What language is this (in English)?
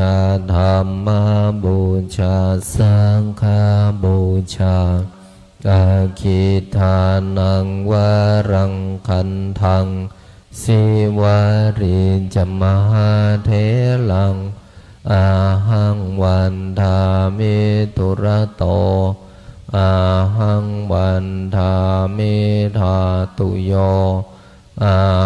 Pali